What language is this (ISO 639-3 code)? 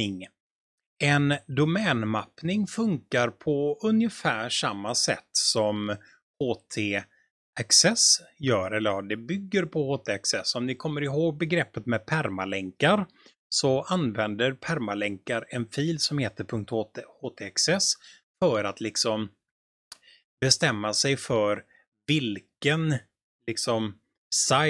swe